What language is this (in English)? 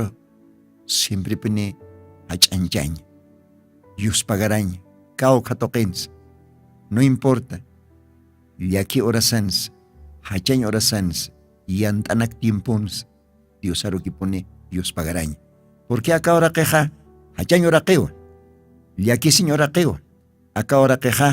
Aymara